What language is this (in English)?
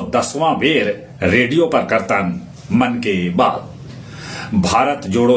Magahi